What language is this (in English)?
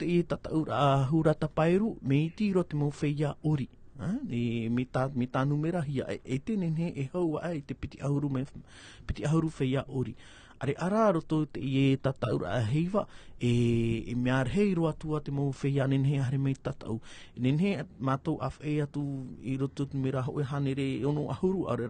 Tahitian